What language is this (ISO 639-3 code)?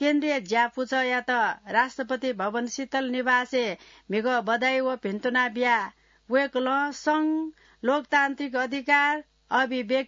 new